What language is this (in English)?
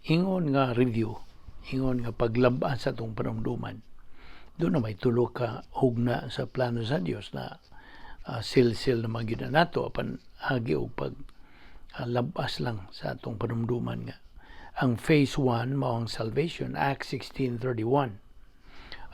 Cebuano